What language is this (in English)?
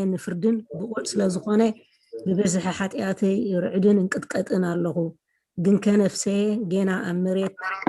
Tigrinya